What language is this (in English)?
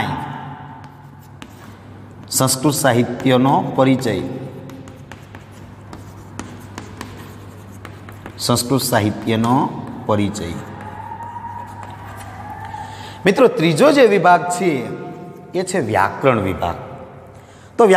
Gujarati